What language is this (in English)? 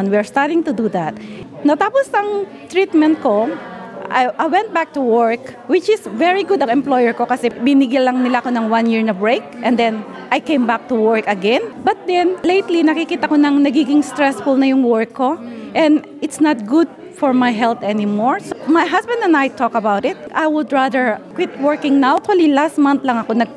Filipino